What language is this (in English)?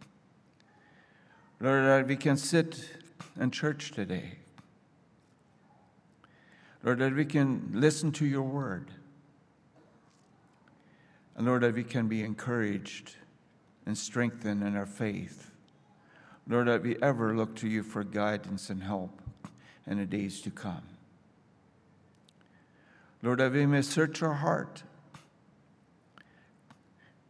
English